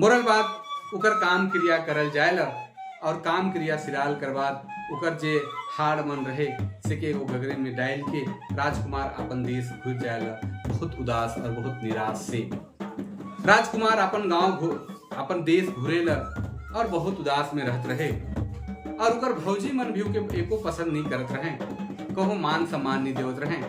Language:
Sadri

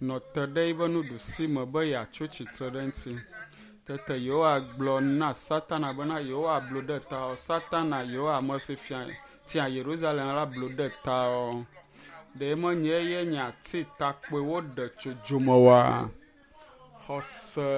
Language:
Ewe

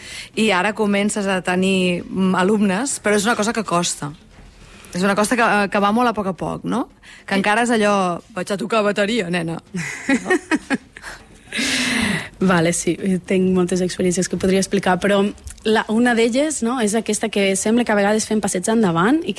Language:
Catalan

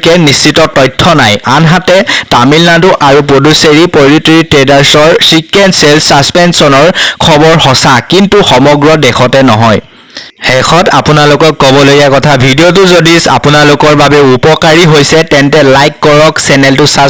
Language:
Assamese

